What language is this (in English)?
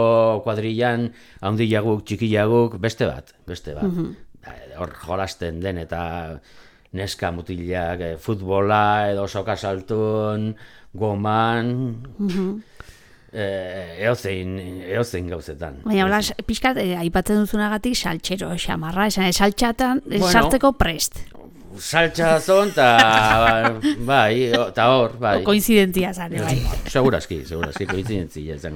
Basque